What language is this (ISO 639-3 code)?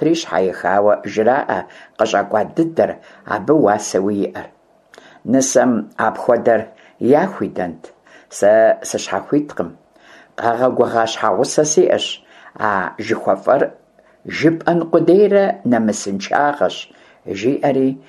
kbd